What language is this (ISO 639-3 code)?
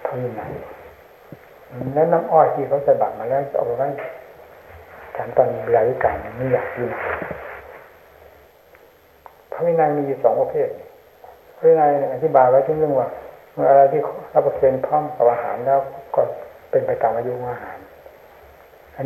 tha